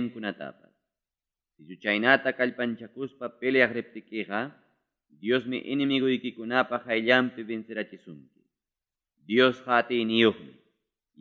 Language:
Ayacucho Quechua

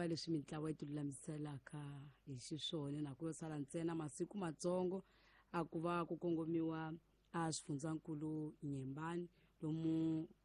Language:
Tsonga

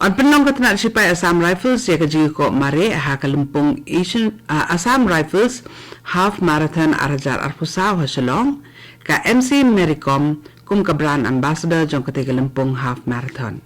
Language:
Khasi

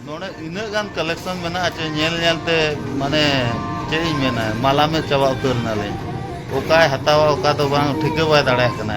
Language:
Santali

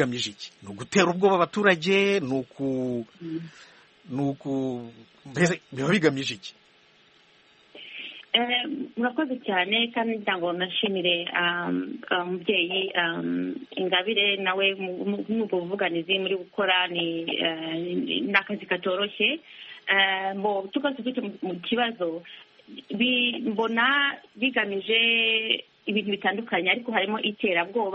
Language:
Kinyarwanda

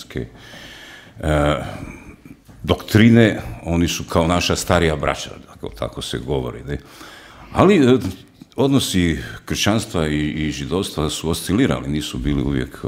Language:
Croatian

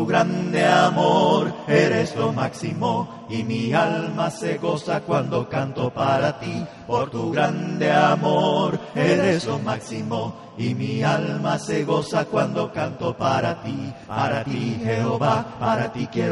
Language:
Spanish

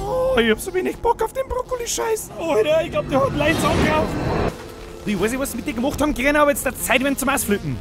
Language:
Bavarian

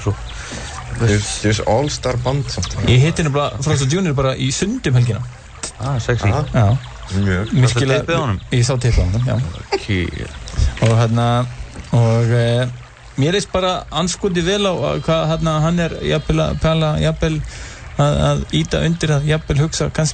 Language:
Icelandic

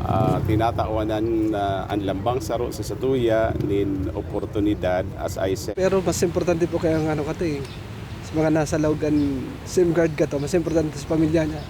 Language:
Bikol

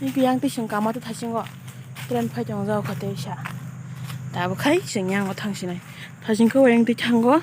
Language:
Kok Borok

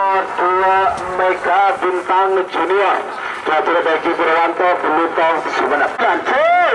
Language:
Madurese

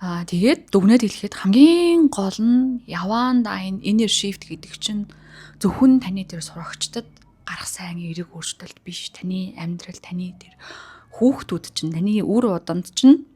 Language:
Mongolian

